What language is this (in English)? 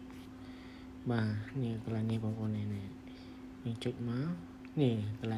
Khmer